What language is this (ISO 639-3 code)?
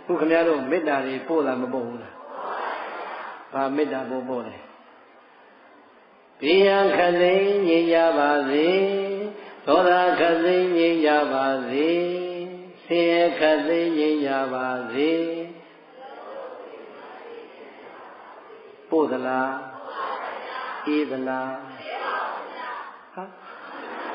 mya